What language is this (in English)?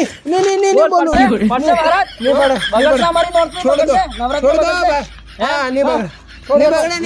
Gujarati